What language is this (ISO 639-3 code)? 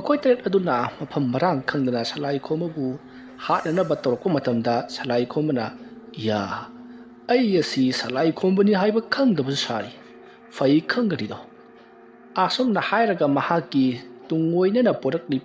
mni